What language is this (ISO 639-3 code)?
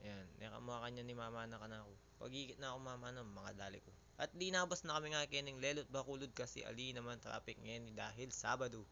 pam